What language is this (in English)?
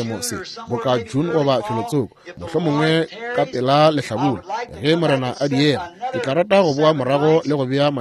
Northern Sotho